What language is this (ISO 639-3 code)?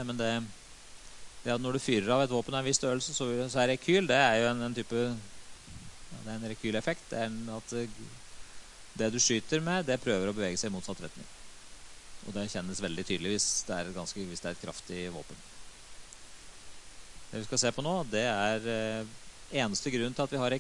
nor